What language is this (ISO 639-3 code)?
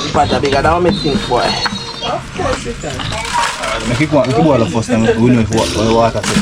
jam